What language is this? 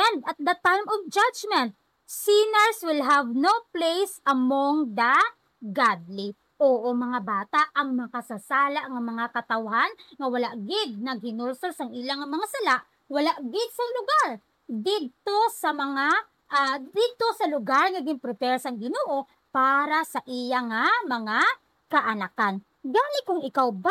Hiligaynon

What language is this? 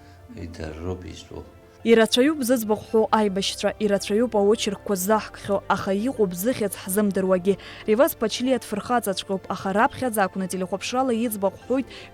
Abkhazian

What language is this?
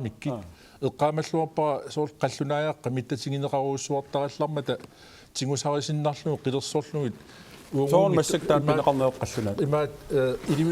Kalaallisut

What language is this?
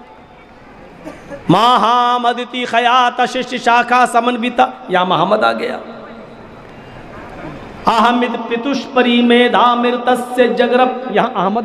Urdu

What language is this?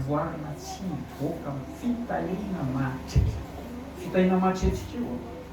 Malagasy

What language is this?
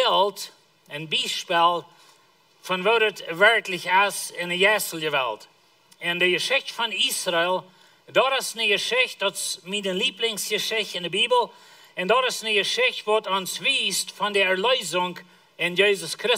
Plautdietsch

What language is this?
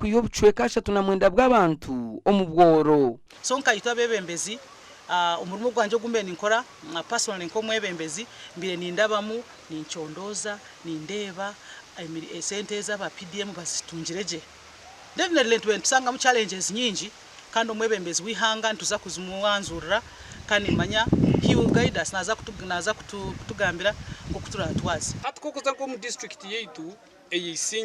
Nyankole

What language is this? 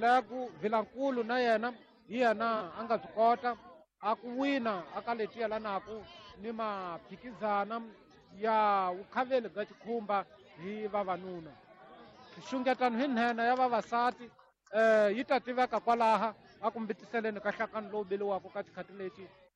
Tsonga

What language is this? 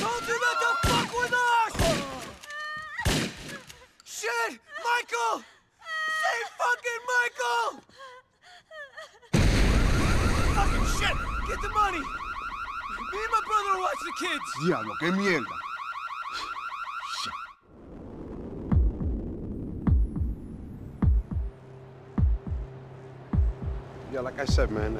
Czech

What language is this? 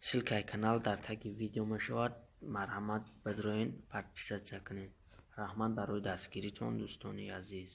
Tajik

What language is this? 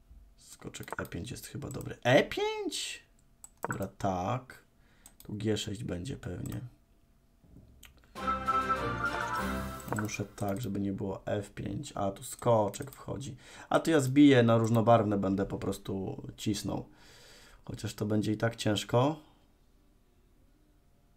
Polish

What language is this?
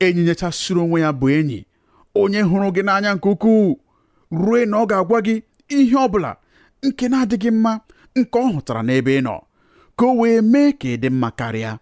Igbo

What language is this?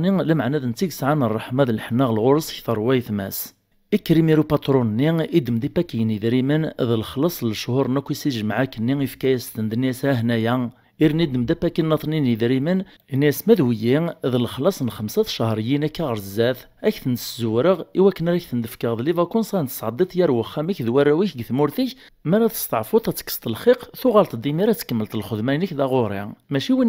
Kabyle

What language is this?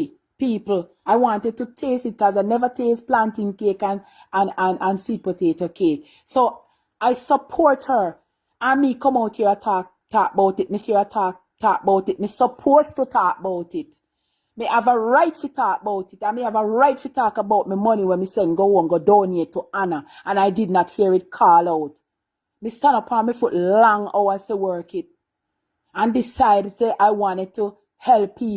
Jamaican Creole English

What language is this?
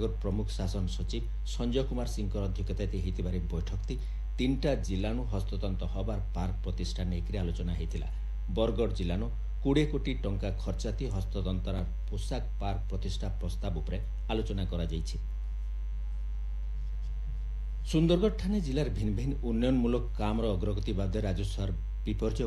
Odia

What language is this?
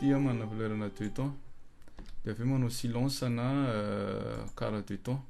Malagasy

